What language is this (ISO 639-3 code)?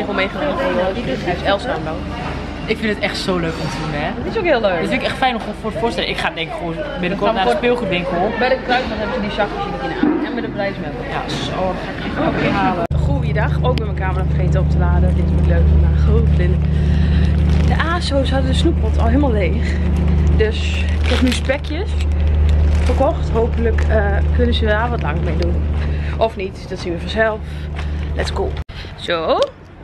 nld